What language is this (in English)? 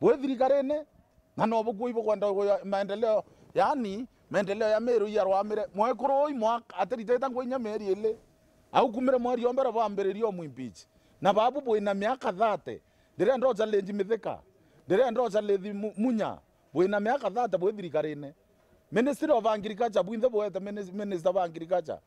Meru